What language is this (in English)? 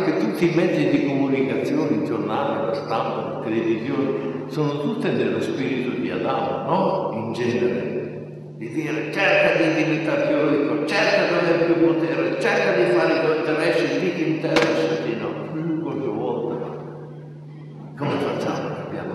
Italian